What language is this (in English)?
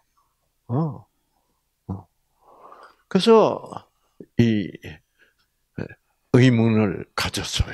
Korean